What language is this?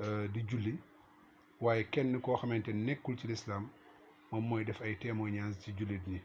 Wolof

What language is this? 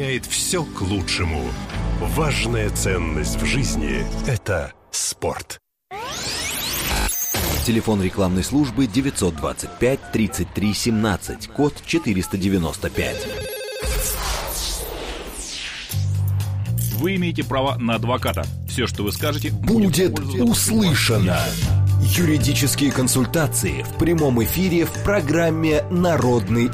Russian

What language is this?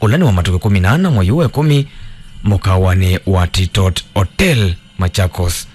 Kamba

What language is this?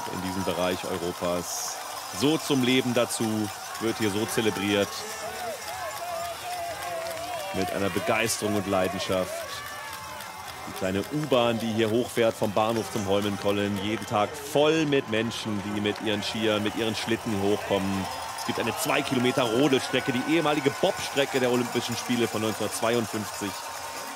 German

